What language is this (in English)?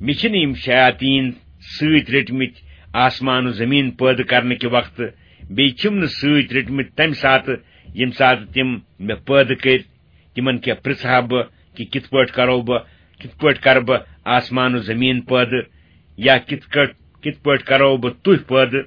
Kashmiri